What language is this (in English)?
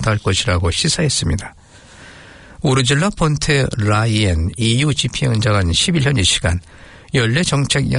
Korean